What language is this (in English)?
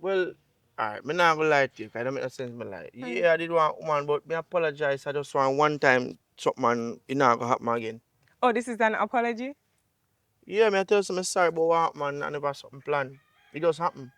Jamaican Creole English